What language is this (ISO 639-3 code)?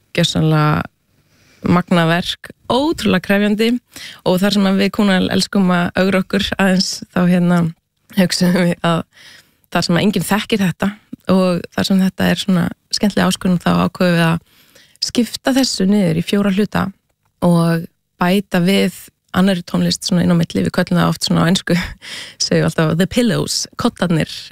isl